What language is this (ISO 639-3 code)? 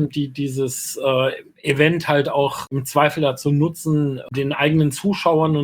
deu